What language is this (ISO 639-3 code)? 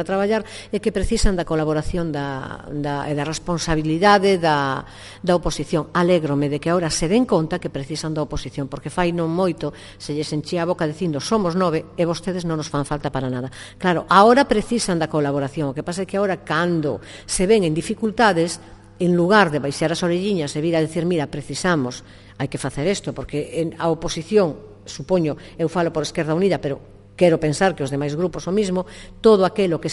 glg